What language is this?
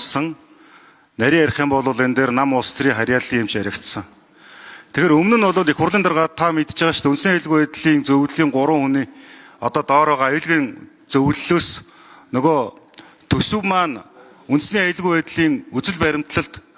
Mongolian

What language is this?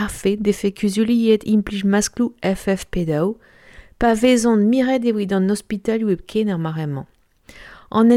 Breton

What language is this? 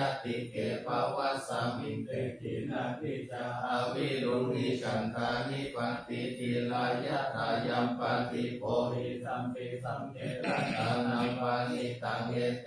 Pali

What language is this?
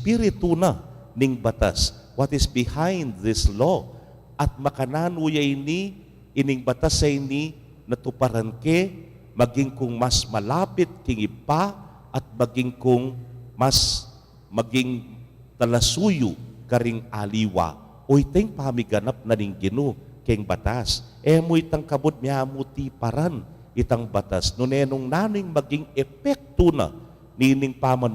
Pampanga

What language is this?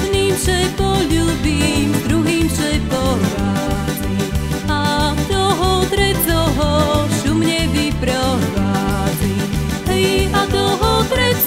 Slovak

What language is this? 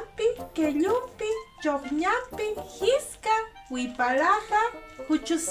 Aymara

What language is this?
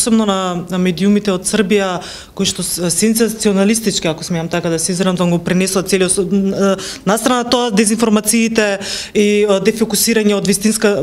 Macedonian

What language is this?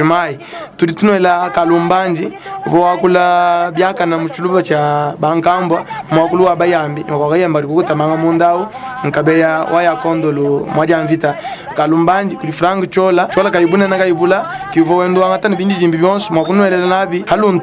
Luba-Lulua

